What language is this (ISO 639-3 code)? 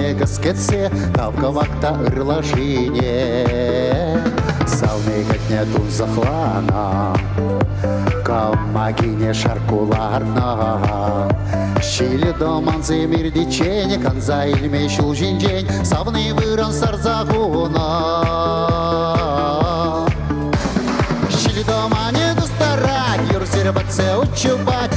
chv